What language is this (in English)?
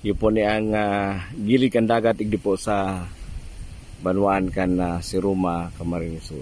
Bikol